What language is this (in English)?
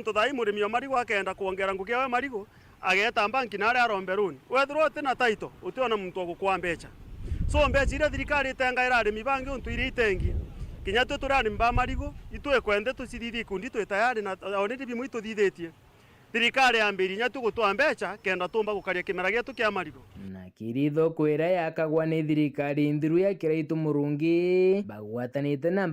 Meru